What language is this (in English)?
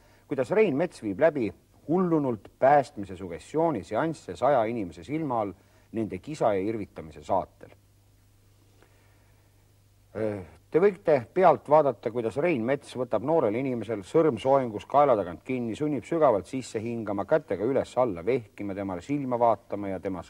Estonian